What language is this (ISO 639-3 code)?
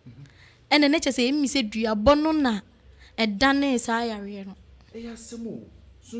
aka